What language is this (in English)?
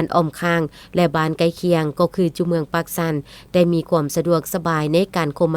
Lao